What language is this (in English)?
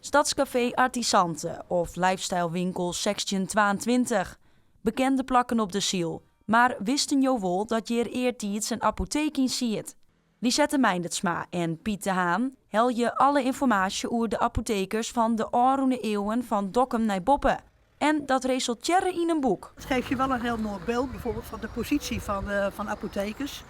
Western Frisian